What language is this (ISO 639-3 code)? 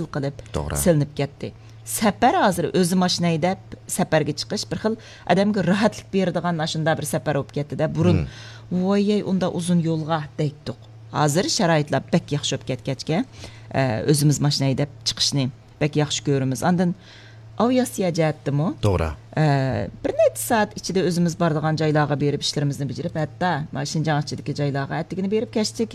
uig